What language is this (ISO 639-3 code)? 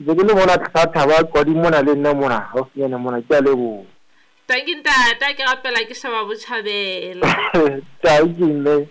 sot